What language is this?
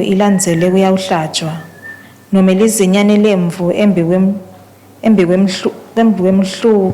Swati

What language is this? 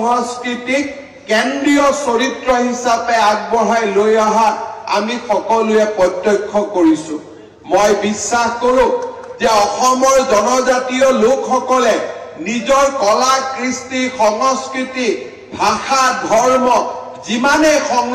Assamese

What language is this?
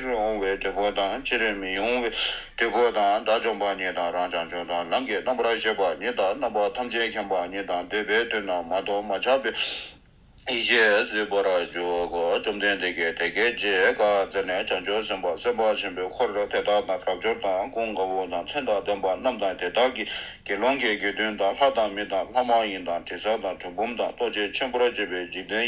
Tibetan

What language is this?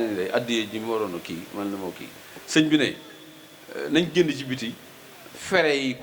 Wolof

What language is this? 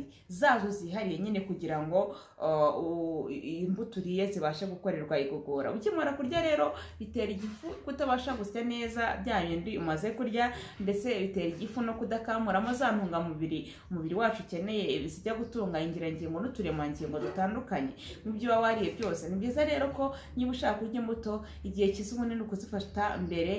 Kinyarwanda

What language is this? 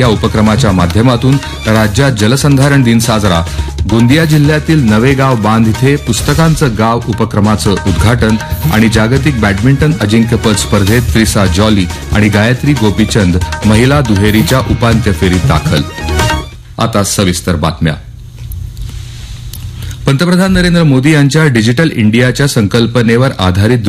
Marathi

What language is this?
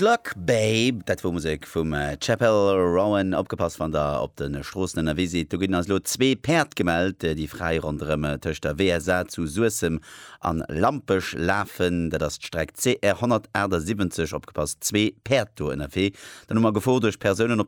Luxembourgish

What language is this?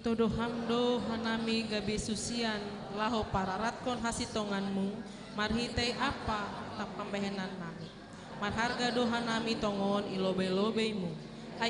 Batak Simalungun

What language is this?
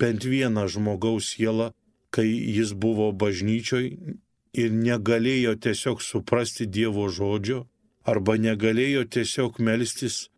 Lithuanian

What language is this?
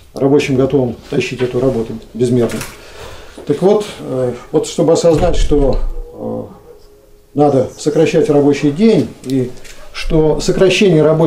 Russian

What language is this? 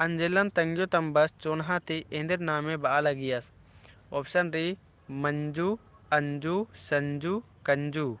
Kurukh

